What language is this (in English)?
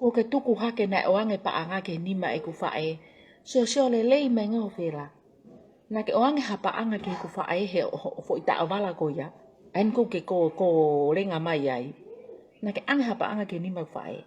Tongan